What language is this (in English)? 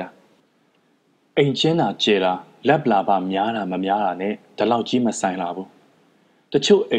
Burmese